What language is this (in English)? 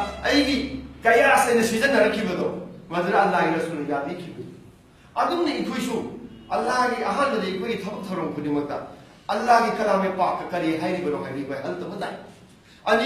Manipuri